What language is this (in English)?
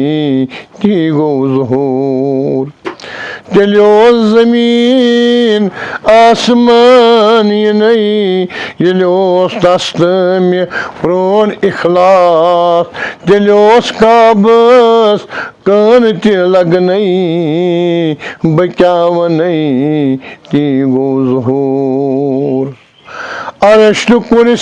Kashmiri